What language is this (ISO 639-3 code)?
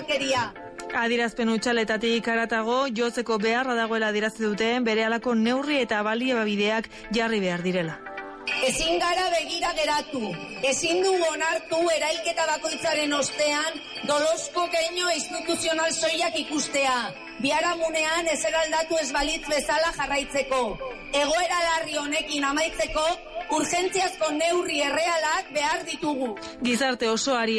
eus